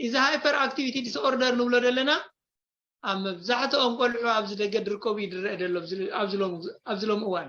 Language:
Tigrinya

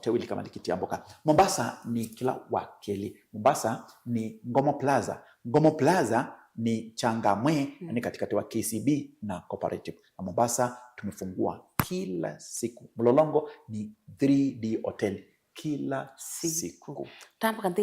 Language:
Kamba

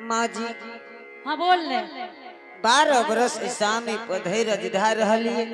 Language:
Angika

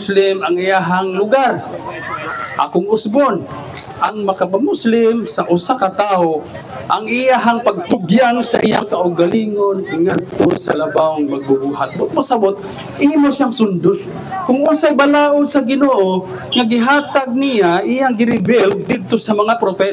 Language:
Cebuano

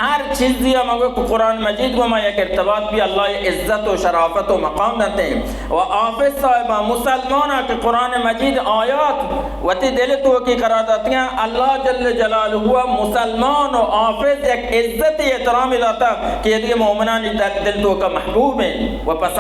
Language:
Baluchi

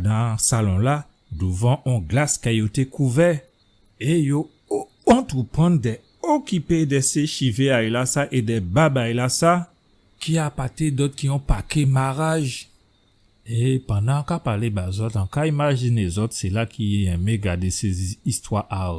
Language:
Guadeloupean Creole French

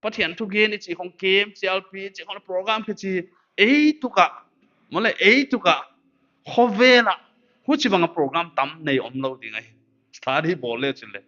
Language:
Paite Chin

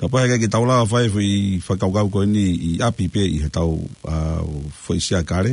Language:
Tongan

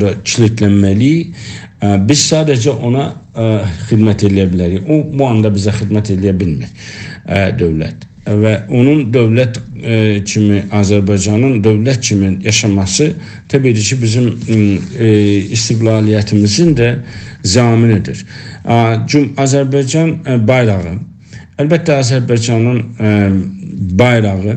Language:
South Azerbaijani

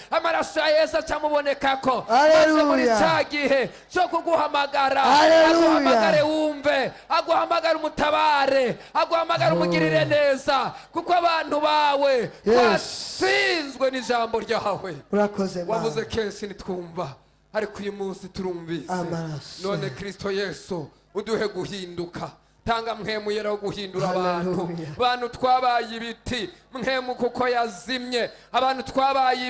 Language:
Rundi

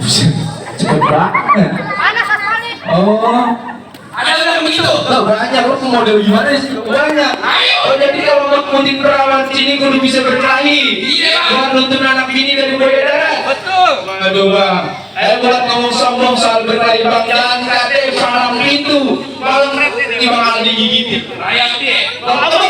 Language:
Betawi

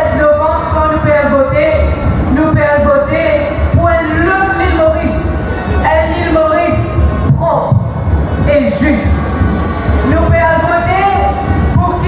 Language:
Morisyen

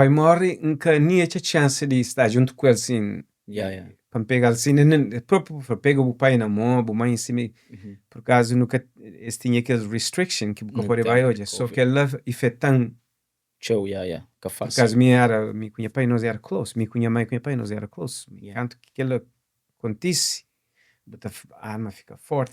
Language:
Kabuverdianu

